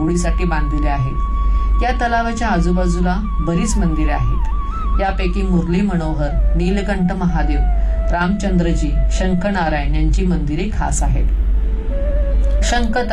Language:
Marathi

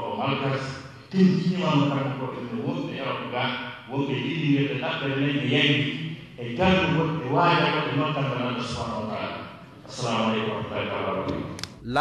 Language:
Fula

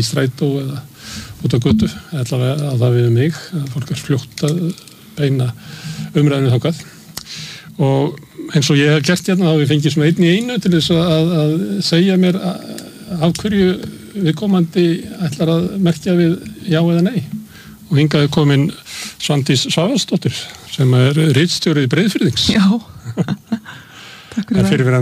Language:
Icelandic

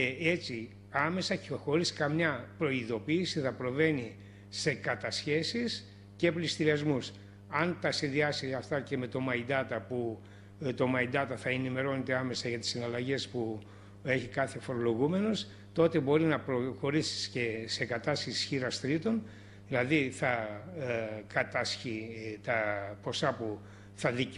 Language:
Greek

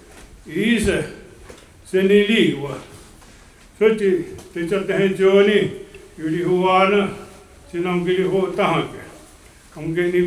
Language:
Mohawk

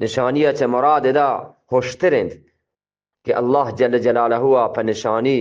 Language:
Eastern Balochi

